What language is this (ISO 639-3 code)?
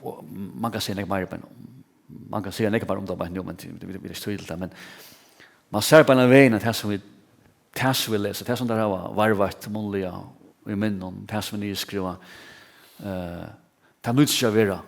fao